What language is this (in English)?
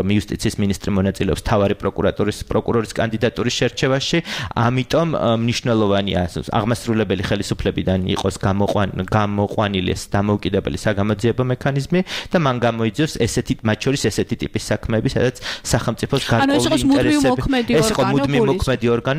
Georgian